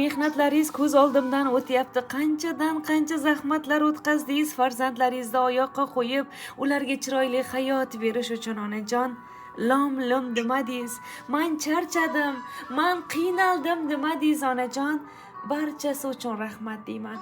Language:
Uzbek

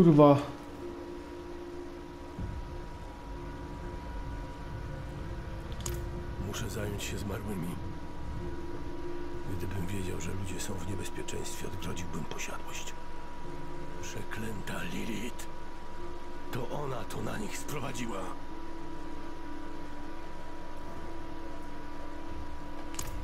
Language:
Polish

